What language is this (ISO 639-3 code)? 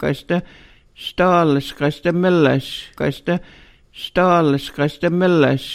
lav